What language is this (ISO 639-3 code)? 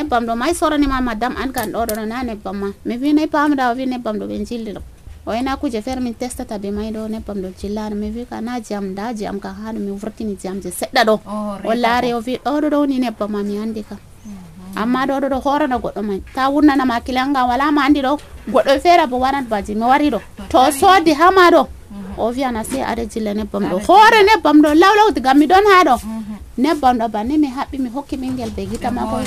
fuv